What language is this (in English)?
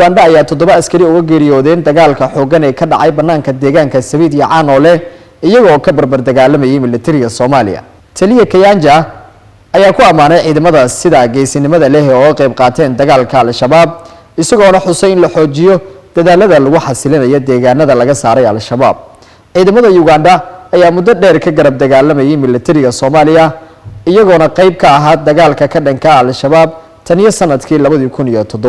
Somali